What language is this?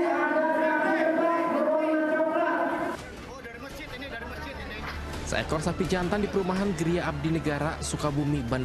Indonesian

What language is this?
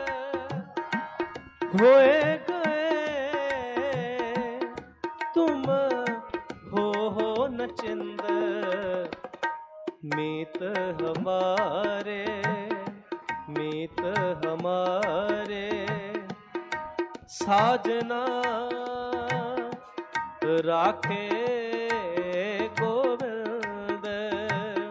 Punjabi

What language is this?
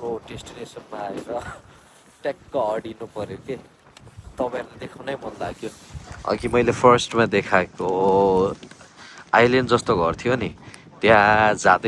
Nepali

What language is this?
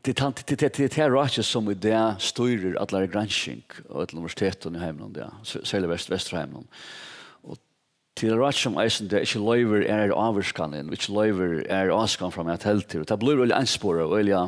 Faroese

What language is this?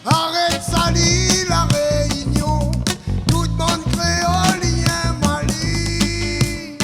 Réunion Creole French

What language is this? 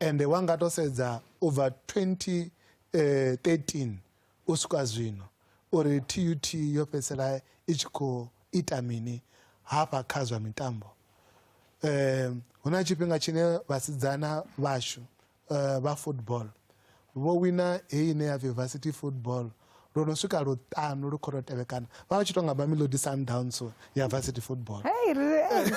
Venda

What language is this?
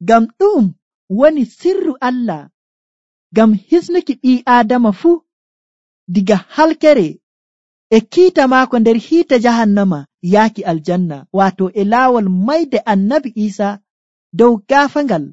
Nigerian Fulfulde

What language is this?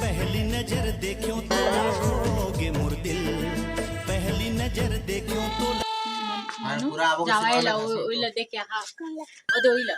Chhattisgarhi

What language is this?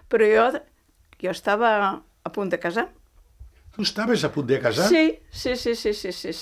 Catalan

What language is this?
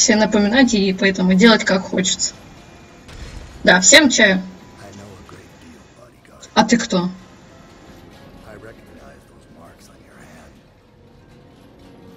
Russian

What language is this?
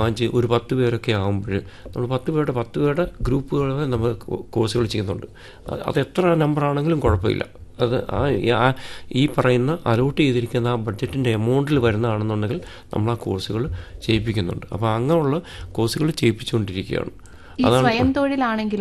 Malayalam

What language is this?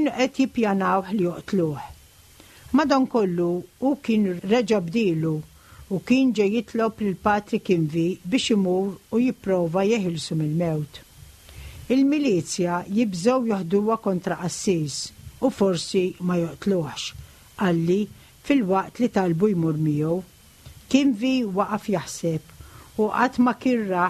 Maltese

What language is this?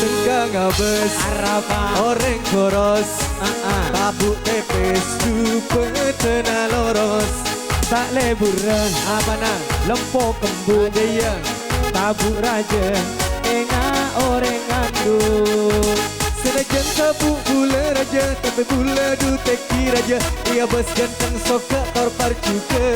Madurese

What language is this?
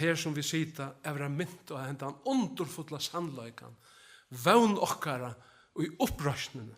Faroese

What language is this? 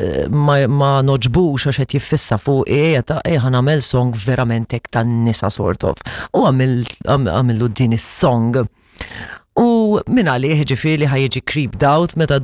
Maltese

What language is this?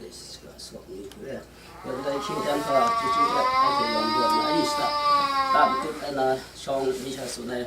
Kachin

